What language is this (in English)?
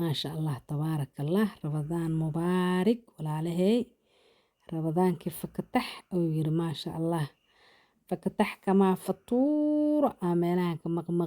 Somali